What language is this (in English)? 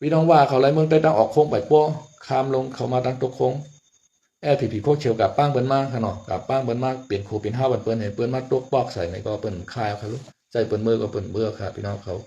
Shan